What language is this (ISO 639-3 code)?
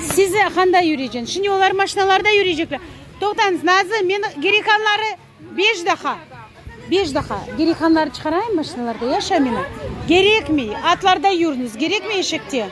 crh